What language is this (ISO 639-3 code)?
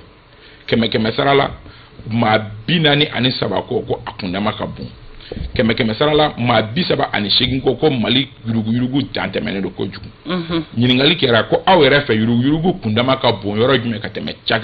bam